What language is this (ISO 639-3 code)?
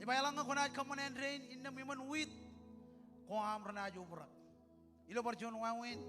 mah